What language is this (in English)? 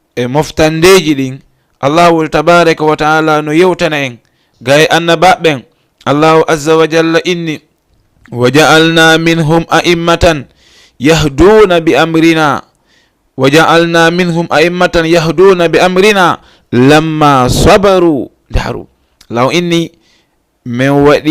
Fula